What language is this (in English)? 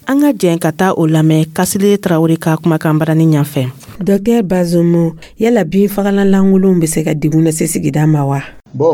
Dyula